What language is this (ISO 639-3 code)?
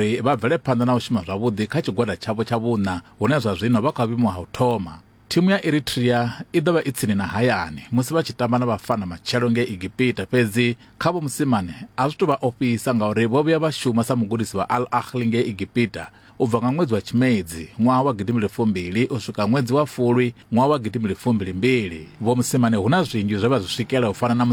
ven